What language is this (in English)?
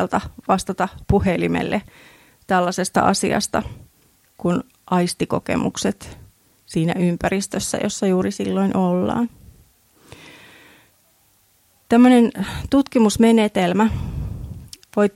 Finnish